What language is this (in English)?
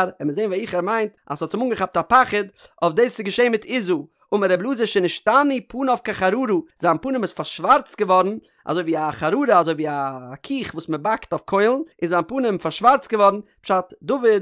Yiddish